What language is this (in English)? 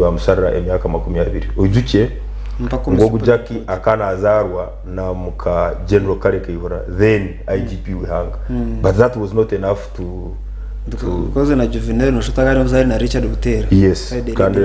Nyankole